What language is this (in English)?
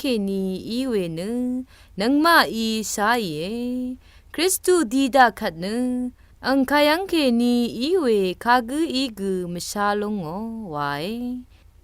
Rawang